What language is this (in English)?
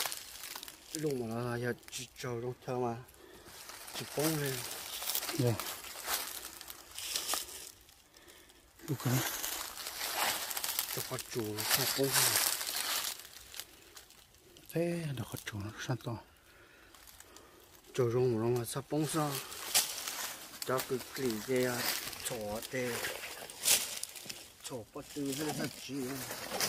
Vietnamese